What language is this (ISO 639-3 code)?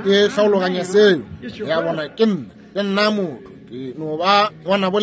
nso